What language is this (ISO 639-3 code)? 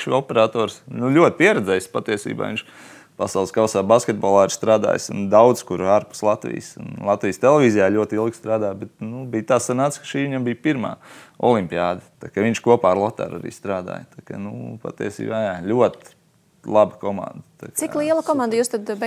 lav